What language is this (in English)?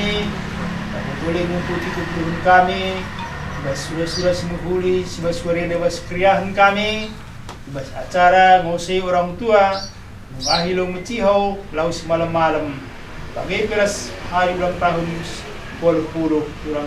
Batak Karo